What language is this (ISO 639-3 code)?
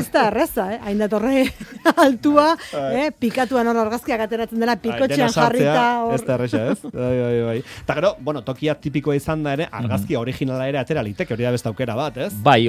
eus